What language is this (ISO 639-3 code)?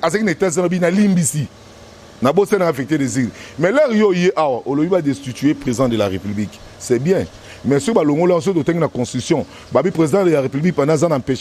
lin